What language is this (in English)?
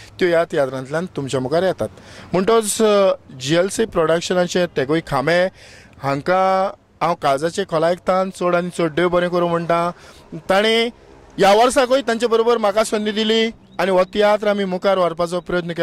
Konkani